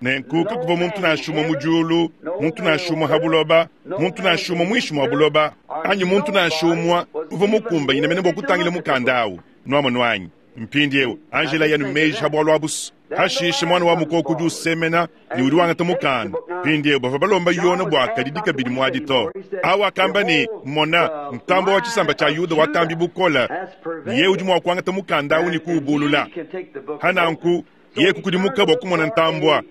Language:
Luba-Lulua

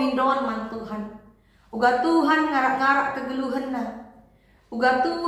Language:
Batak Karo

